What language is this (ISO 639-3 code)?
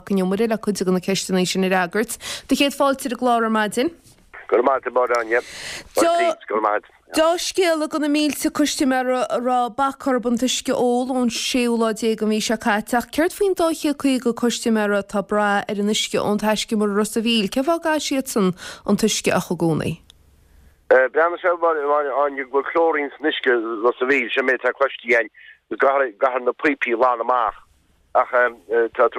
gle